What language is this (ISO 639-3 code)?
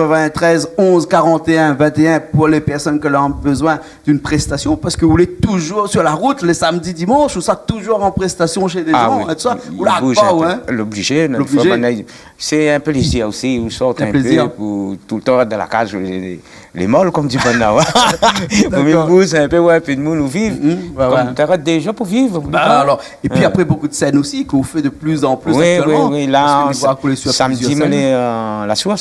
rcf